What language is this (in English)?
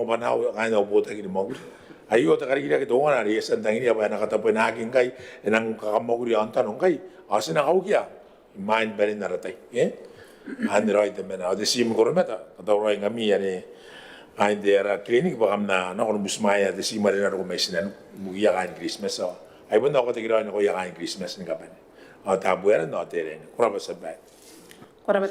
Gilbertese